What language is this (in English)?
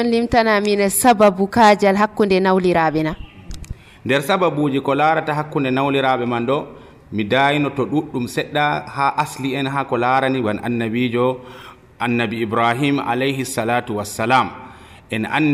Nigerian Fulfulde